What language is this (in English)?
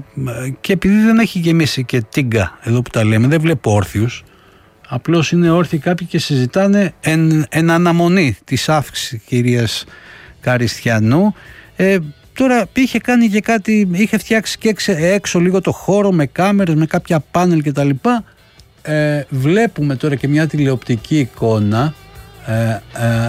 Greek